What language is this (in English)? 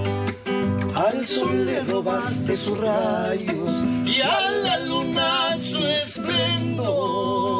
Spanish